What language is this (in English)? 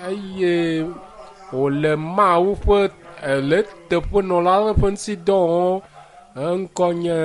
Ewe